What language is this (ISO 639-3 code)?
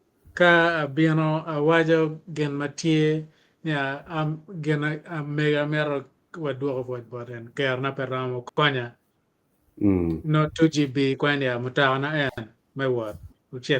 ach